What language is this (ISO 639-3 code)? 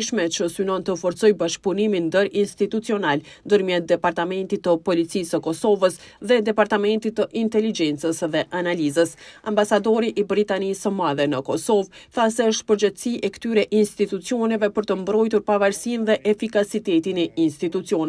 sqi